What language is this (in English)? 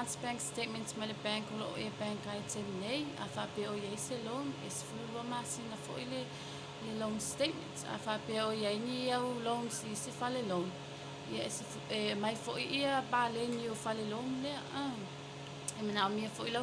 Samoan